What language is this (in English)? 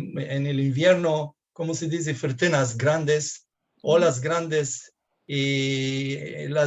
Ladino